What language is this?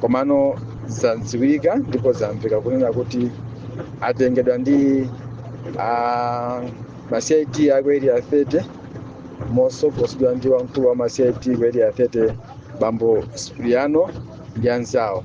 Nyanja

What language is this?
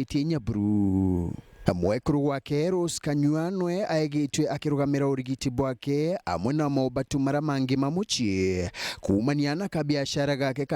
Meru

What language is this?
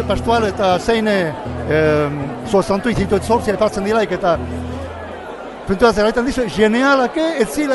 Basque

